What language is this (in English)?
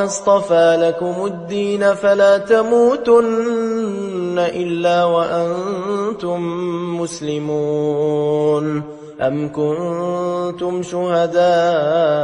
Arabic